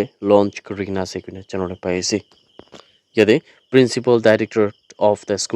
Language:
Naga Pidgin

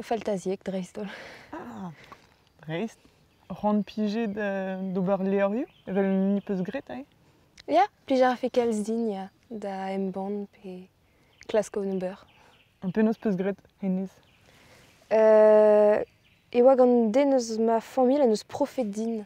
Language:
Breton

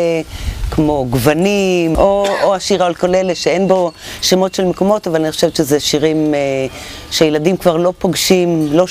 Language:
Hebrew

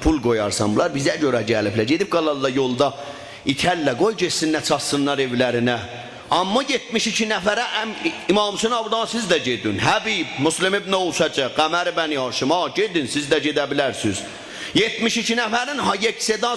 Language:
South Azerbaijani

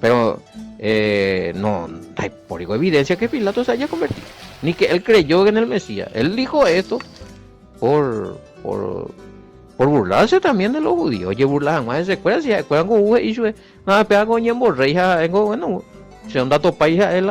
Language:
Guarani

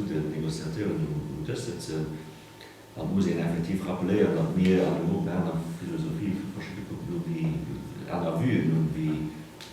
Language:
Luxembourgish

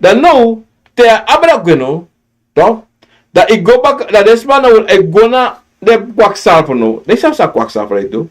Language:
Sranan Tongo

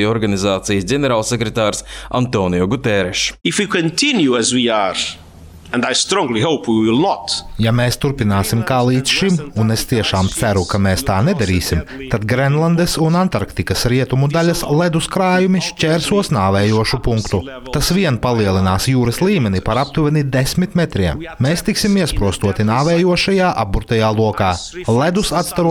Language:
Latvian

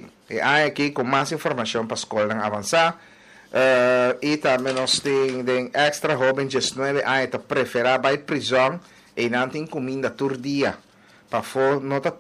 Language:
Papiamento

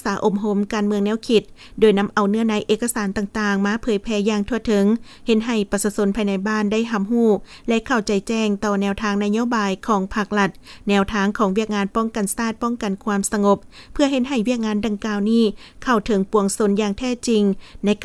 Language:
Lao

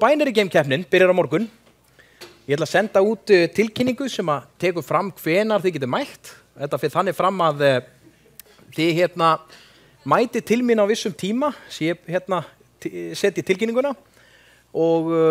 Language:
Icelandic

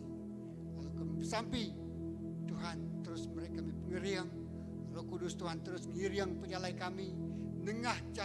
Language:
Iban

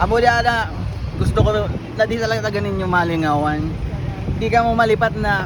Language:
Bikol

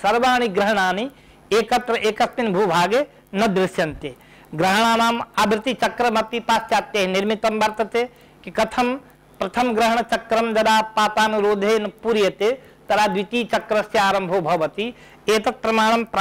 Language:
Sanskrit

